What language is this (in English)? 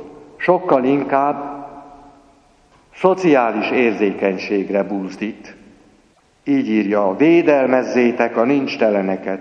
Hungarian